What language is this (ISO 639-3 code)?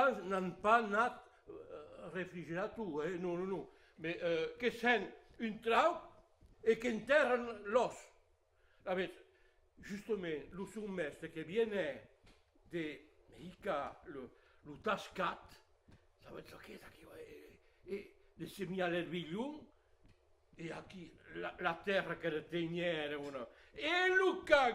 oci